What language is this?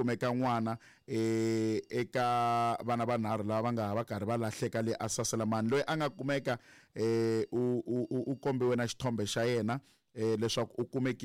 Tsonga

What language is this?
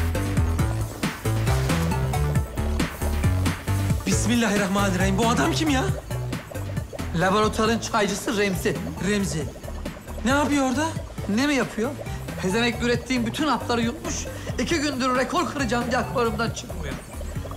Turkish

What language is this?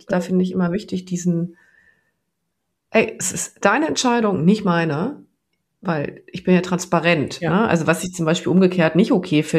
German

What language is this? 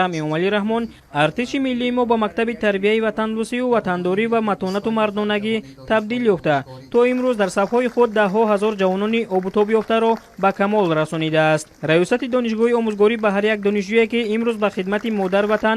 Tajik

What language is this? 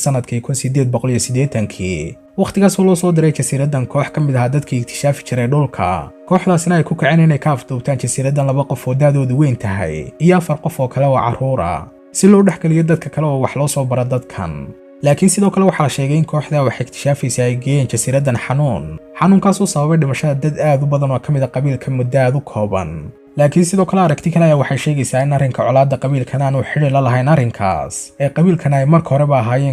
Somali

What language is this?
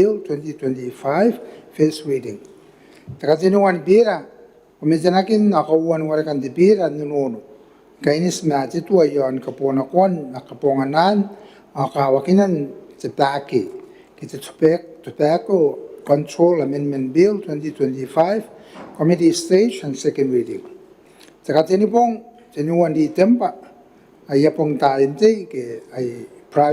Gilbertese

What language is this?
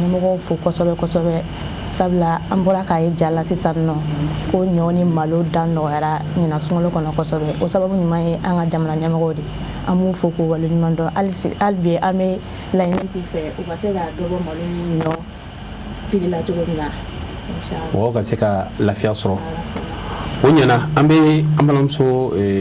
Bambara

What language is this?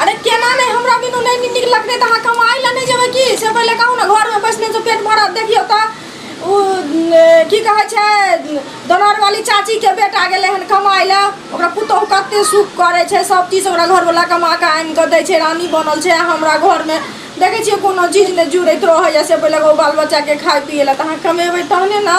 Maithili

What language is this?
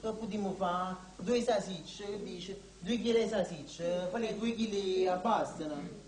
Neapolitan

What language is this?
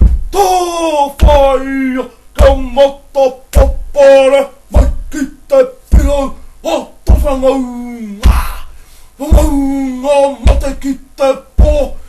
Māori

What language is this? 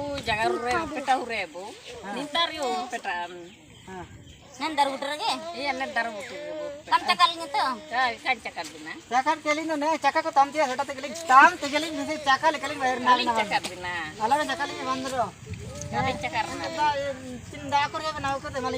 Ho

